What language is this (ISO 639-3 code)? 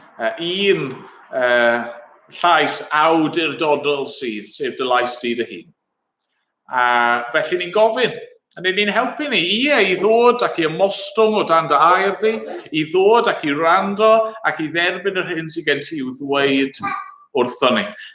cym